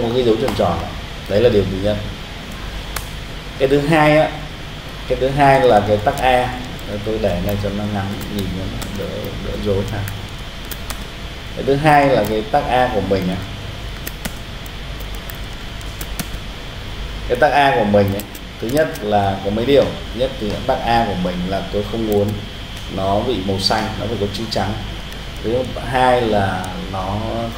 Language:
Vietnamese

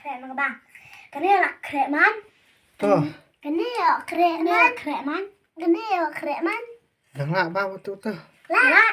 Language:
Khasi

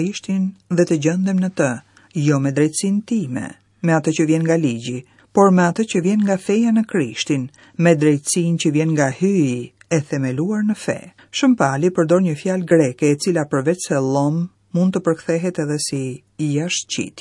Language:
Albanian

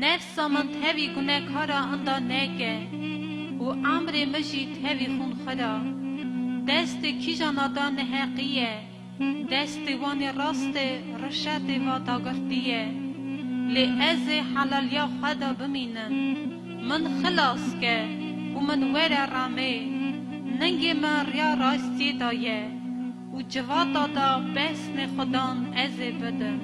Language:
Kurdish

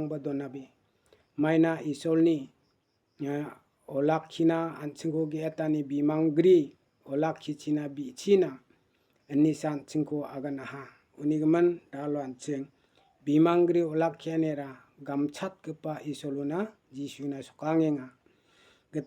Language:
Garo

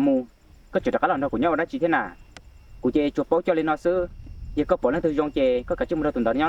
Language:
Hmong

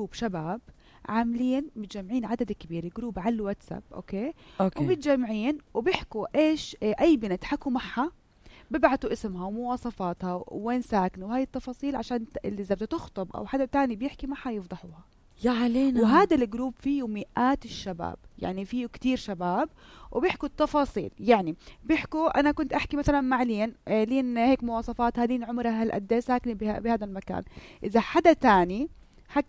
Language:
North Levantine Arabic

